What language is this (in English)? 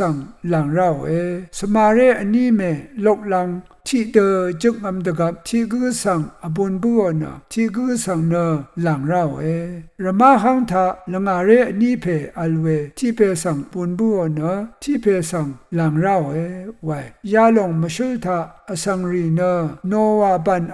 Rawang